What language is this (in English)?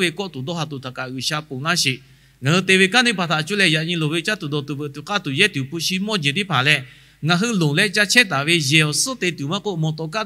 Lahu